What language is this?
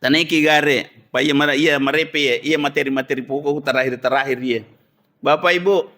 Buginese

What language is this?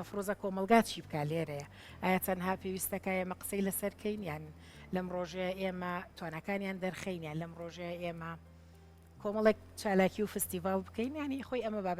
Central Kurdish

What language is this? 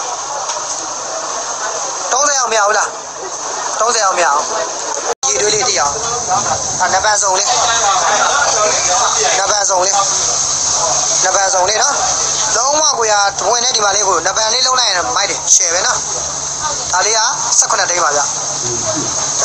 Burmese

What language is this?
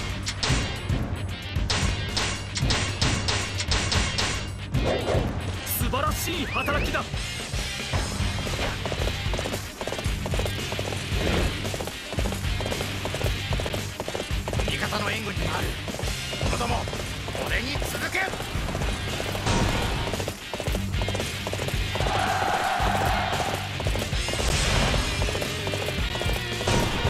Japanese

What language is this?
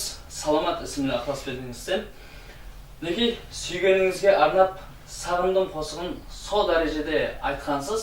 Kara-Kalpak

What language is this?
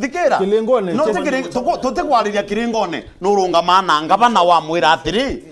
Meru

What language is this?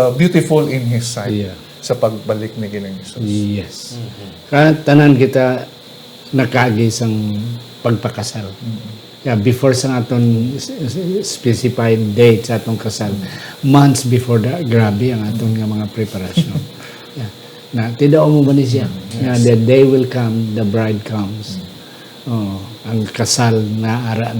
Hiligaynon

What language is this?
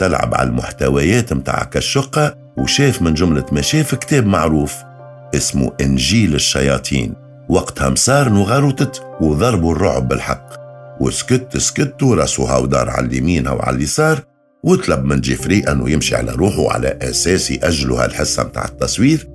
Tunisian Arabic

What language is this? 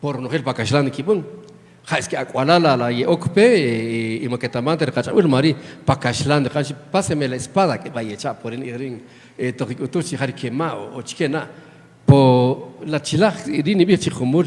Kaqchikel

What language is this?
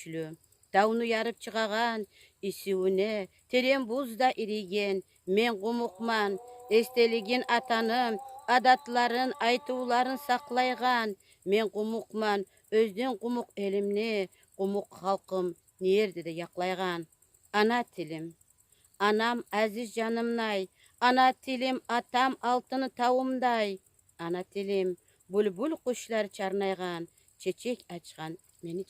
Kumyk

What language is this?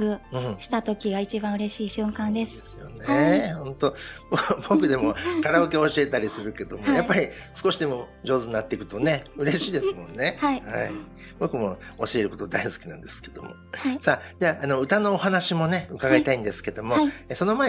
Japanese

